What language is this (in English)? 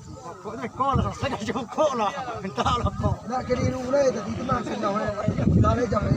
Minangkabau